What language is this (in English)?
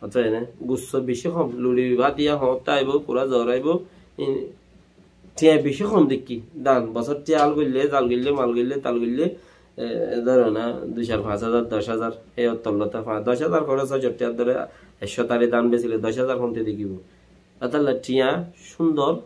Rohingya